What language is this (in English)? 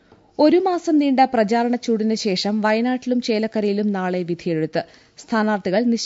Malayalam